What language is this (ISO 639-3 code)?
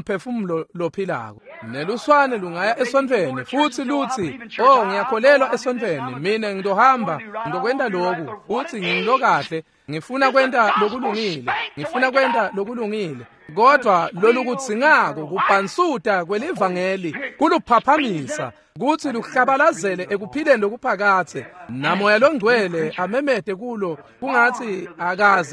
ssw